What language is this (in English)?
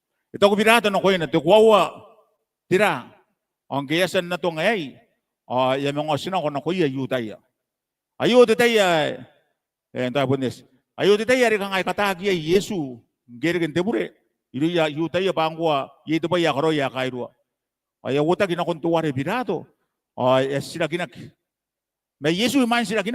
Gilbertese